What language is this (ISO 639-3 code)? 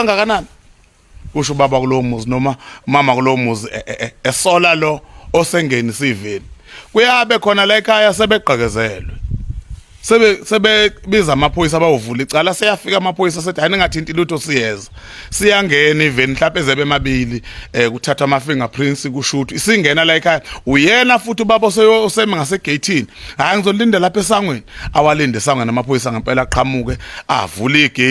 zul